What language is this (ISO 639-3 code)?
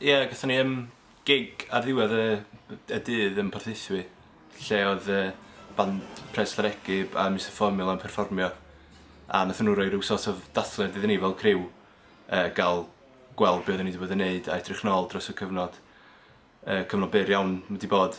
cym